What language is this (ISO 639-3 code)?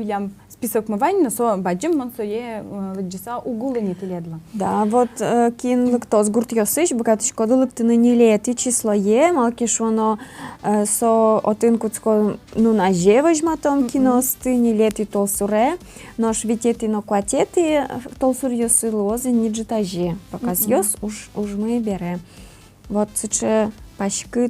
udm